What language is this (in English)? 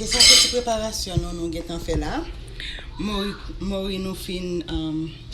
Haitian Creole